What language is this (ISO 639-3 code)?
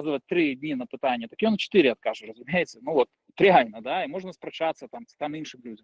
bel